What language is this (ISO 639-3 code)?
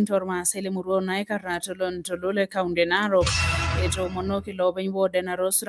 mas